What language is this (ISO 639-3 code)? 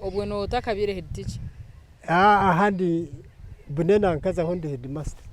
nyn